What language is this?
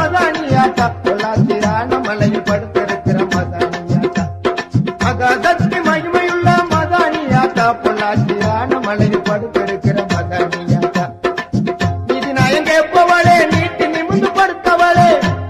Tamil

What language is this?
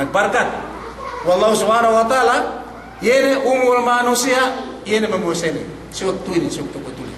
Yakan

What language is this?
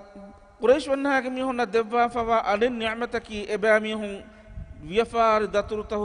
Divehi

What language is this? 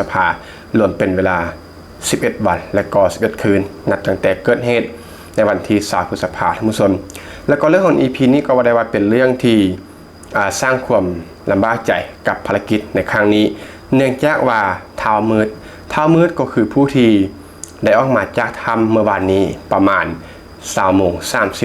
Lao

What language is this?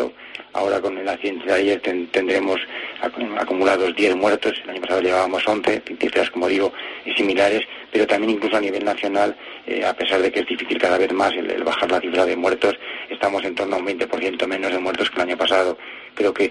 Spanish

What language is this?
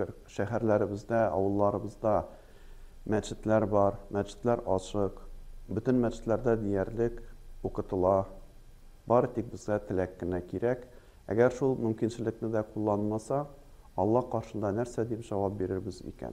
Tatar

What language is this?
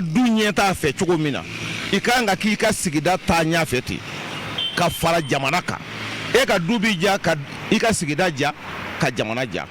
Bambara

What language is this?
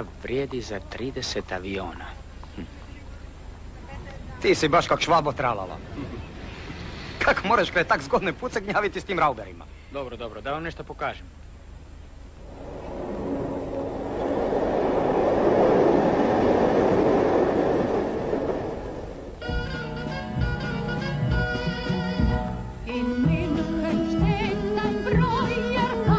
Croatian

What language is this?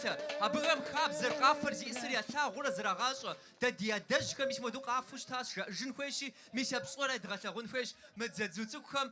Kabardian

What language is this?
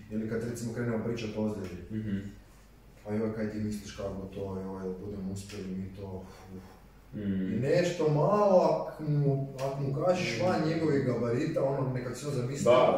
Croatian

